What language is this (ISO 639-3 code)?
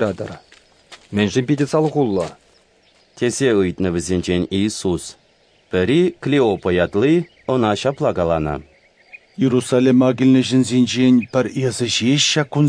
chv